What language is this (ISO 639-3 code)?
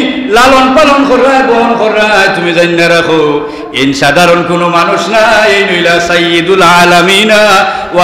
syl